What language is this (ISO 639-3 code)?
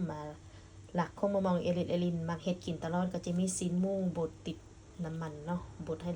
lao